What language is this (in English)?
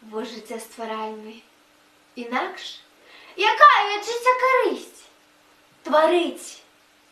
Belarusian